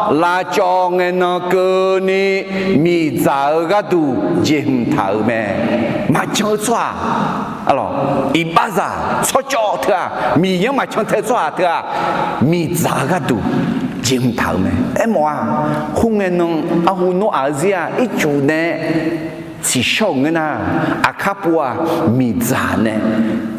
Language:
Akha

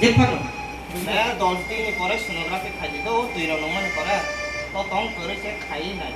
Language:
Kok Borok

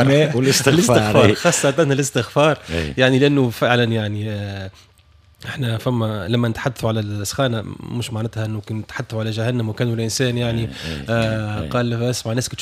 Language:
Tunisian Arabic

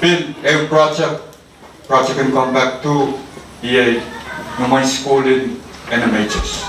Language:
Pohnpeian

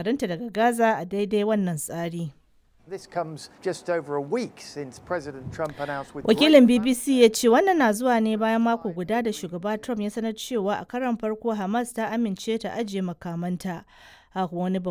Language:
Hausa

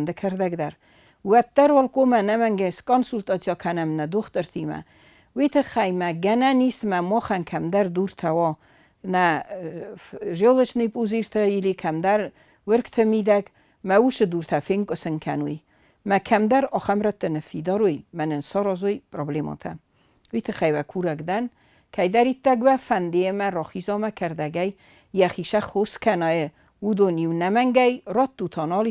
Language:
Ossetic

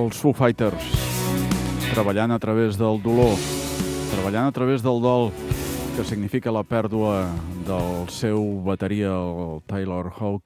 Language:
Catalan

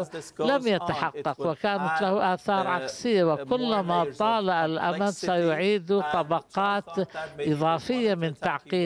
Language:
Arabic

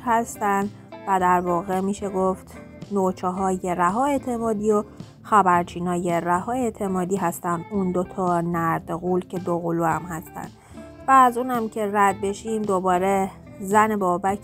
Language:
Persian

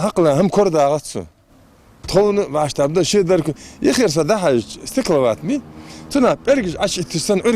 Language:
Ingush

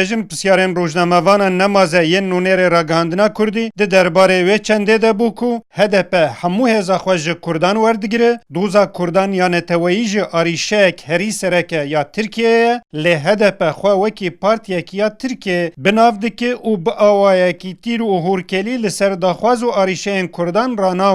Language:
Kurdish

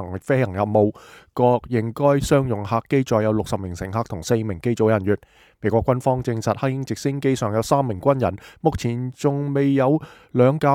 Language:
Cantonese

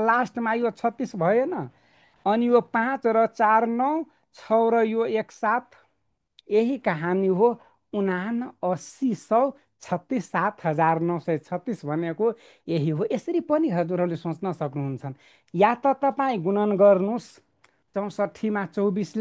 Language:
Nepali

